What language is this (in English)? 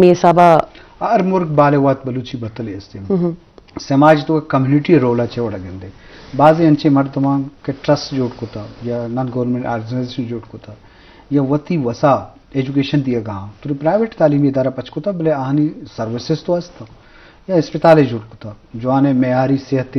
Eastern Balochi